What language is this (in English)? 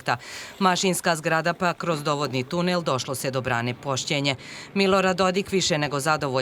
Bosnian